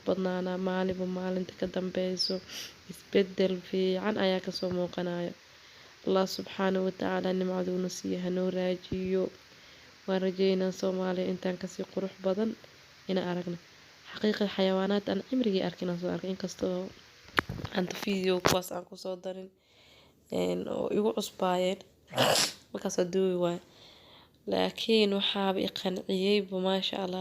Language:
Somali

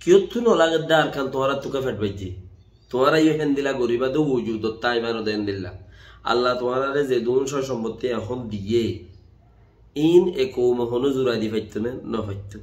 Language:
Rohingya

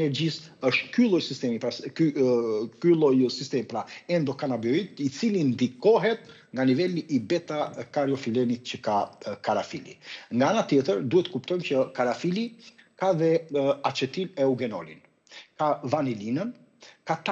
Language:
Albanian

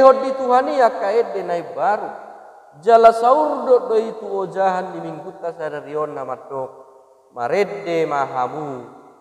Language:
Batak Toba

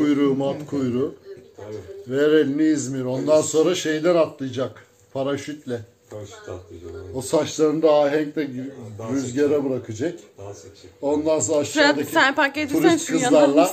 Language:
Turkish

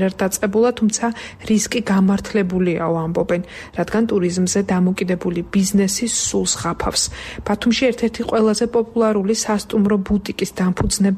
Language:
Georgian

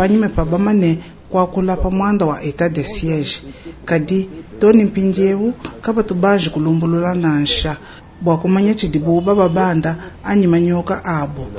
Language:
Luba-Lulua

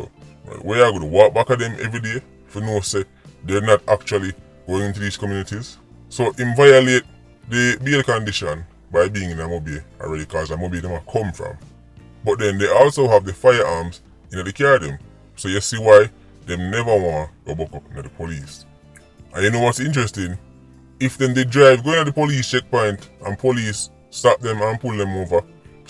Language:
Jamaican Creole English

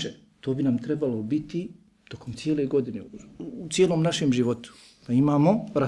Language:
Bosnian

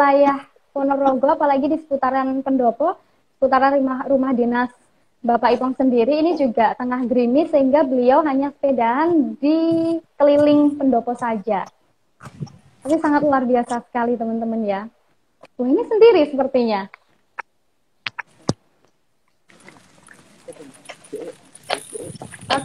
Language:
Indonesian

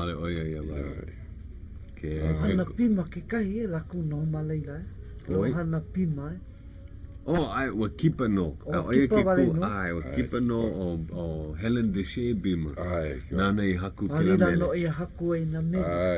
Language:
Hawaiian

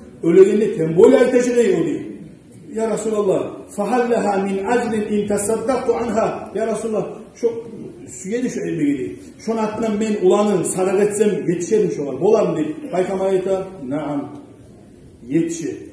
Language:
Kumyk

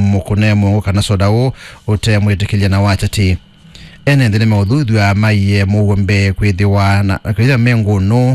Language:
Kamba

